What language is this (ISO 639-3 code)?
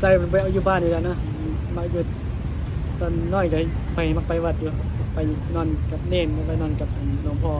tts